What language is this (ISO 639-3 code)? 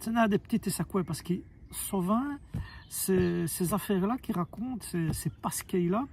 wln